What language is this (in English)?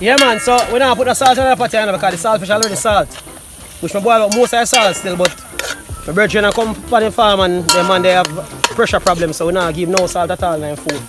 Jamaican Creole English